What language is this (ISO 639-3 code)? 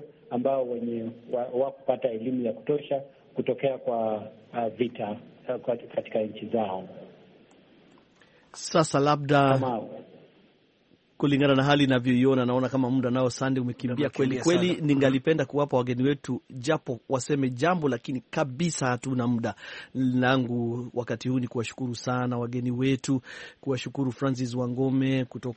swa